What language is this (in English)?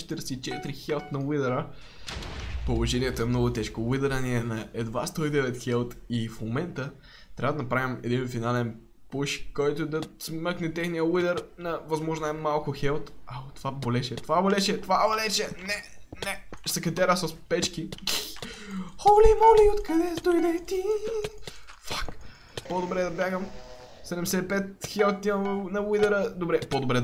Bulgarian